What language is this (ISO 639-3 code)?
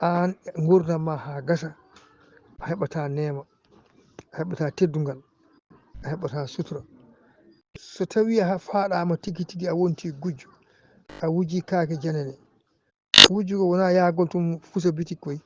ful